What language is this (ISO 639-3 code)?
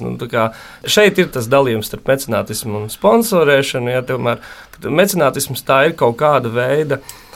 lav